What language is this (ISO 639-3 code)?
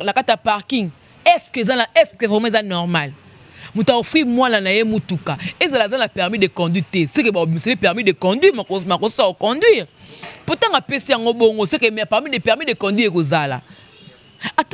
lin